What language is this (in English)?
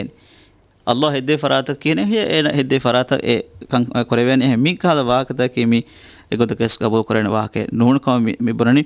Divehi